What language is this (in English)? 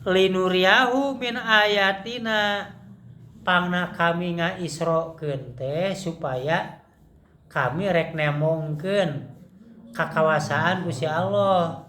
Sundanese